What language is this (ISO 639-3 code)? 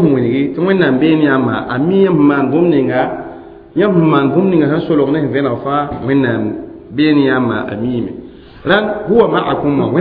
mos